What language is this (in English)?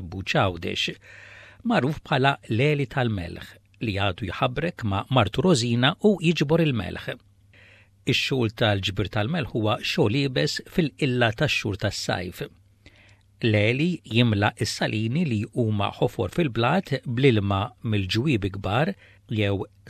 Maltese